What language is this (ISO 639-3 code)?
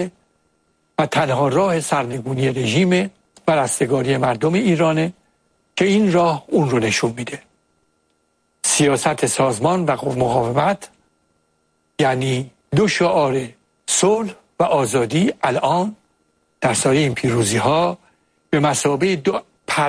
fas